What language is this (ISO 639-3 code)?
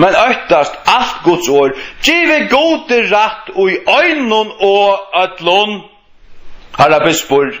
fao